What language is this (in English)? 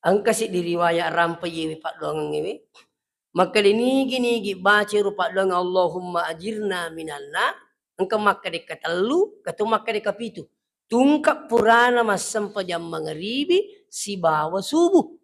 Buginese